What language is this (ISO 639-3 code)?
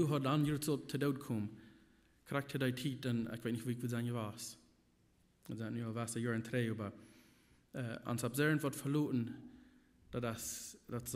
pdt